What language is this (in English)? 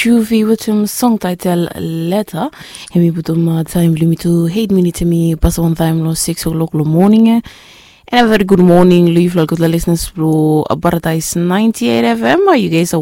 Bislama